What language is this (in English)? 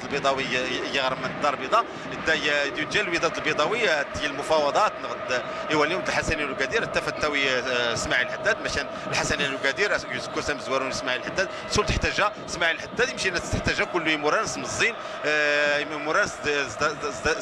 Moroccan Arabic